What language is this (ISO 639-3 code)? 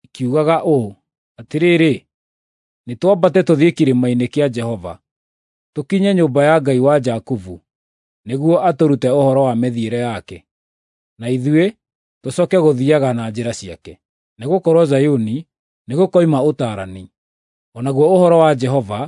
kik